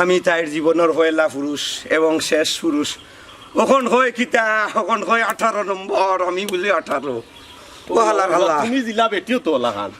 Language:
Sylheti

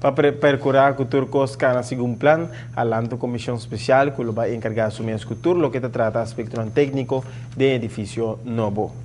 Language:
Papiamento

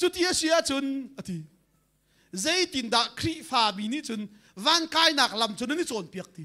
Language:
Hakha Chin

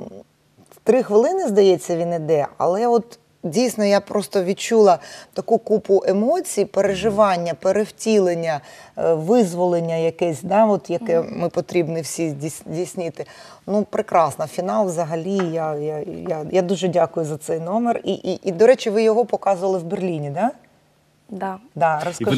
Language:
Ukrainian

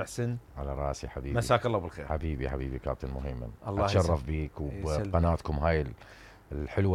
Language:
Mesopotamian Arabic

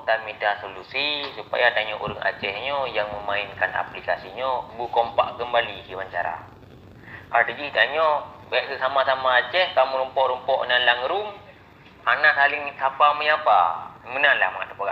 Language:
Achinese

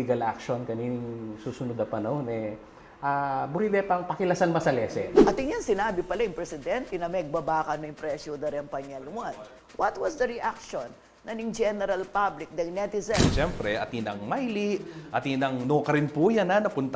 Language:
Pampanga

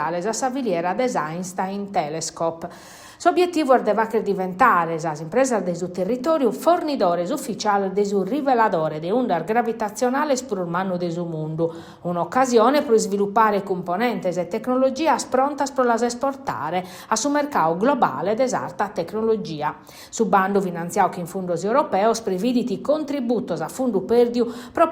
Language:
Sardinian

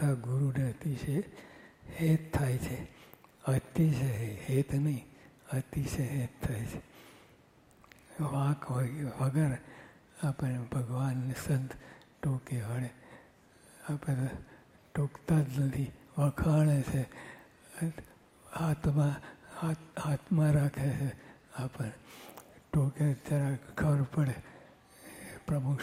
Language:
Gujarati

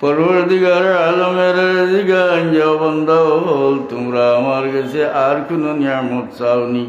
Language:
Sylheti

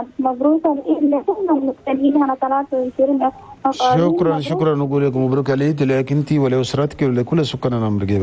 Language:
Chadian Arabic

